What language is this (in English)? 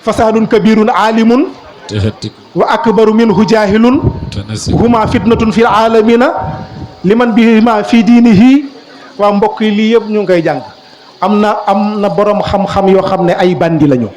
Wolof